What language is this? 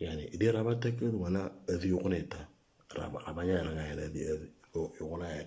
Moro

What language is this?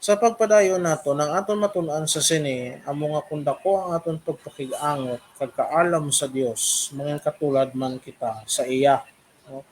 Hiligaynon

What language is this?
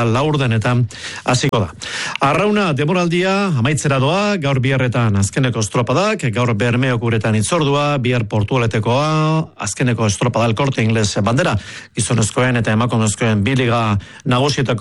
Basque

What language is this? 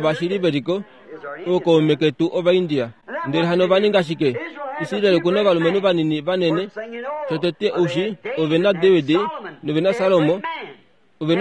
Kuanyama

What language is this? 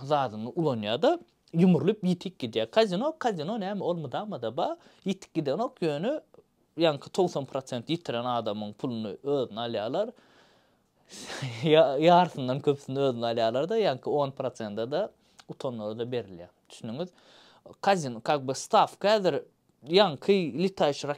Turkmen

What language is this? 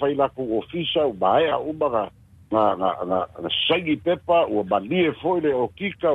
Samoan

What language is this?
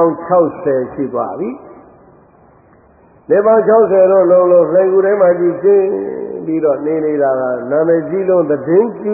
Burmese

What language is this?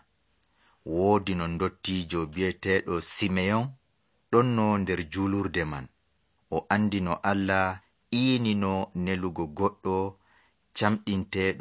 Nigerian Fulfulde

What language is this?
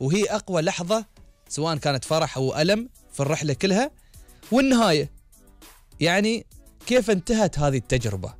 Gulf Arabic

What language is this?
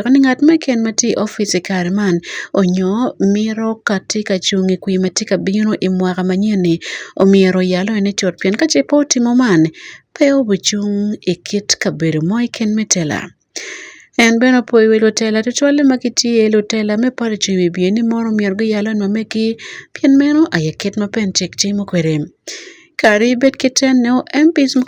Acoli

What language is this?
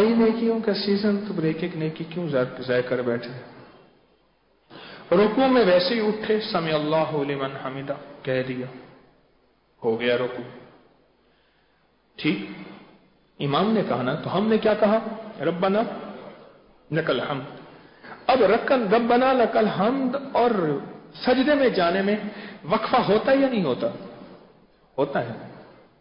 Urdu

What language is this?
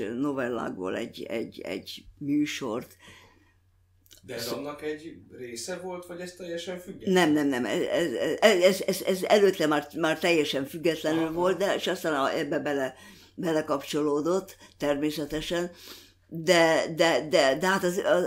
Hungarian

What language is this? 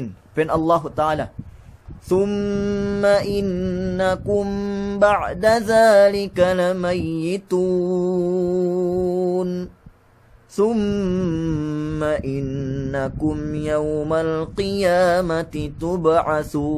Yakan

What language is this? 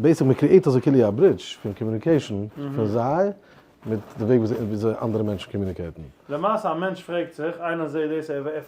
Yiddish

